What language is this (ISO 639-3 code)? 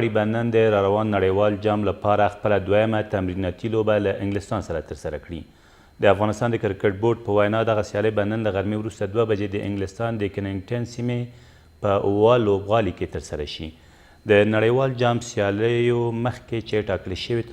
pus